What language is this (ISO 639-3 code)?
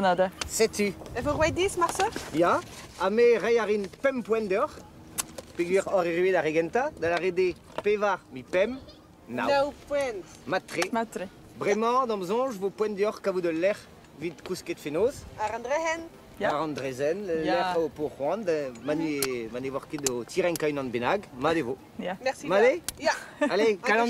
bre